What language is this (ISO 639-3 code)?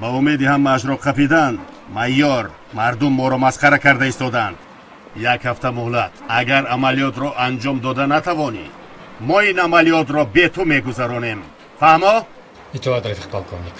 tgk